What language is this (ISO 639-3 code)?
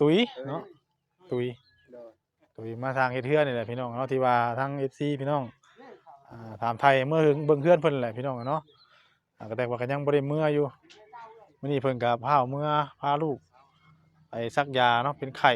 tts